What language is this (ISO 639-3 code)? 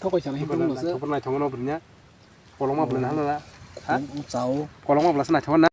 trp